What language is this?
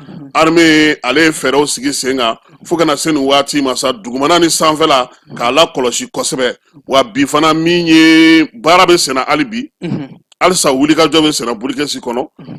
Bambara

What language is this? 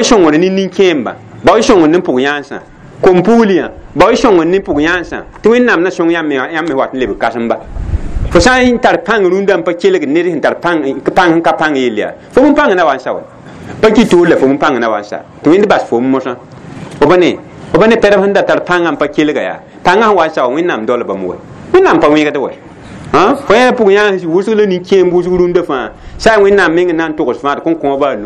Mossi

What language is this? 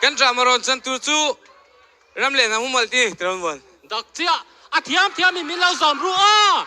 Mizo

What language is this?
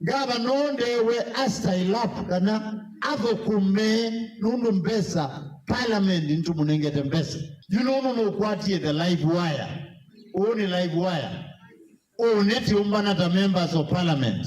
Kamba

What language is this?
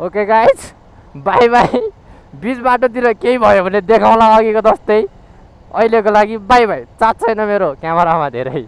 Nepali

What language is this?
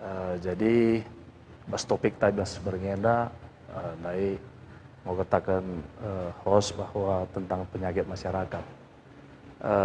Batak Karo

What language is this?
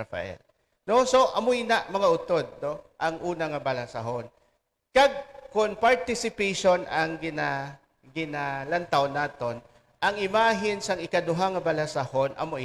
Hiligaynon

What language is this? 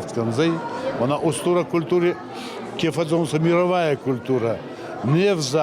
Ossetic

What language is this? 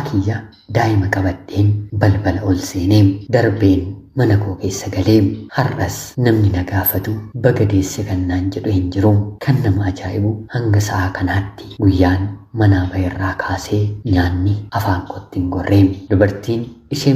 Oromo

